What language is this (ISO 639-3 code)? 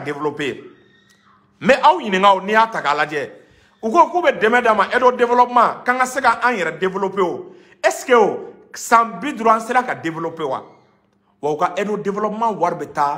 bam